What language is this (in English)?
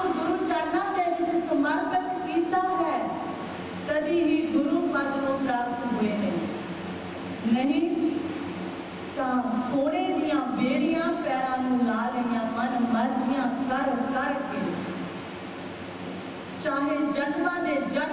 Punjabi